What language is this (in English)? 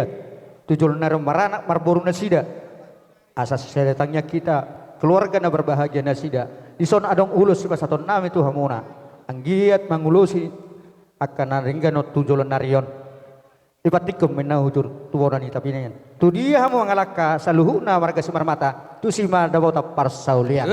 Batak Toba